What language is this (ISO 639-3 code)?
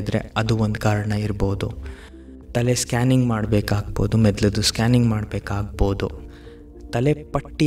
kan